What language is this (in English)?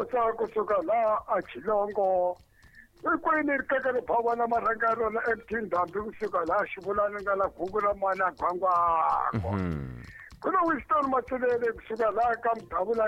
Tsonga